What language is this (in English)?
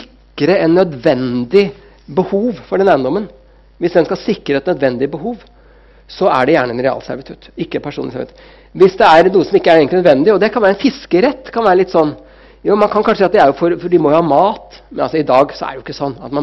Norwegian